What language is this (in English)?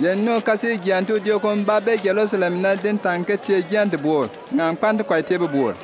Bimoba